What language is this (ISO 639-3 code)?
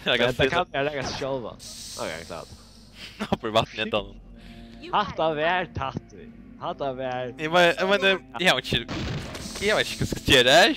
fao